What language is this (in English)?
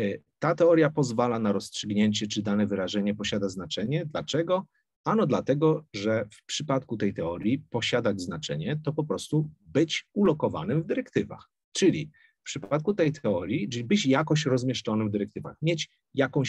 Polish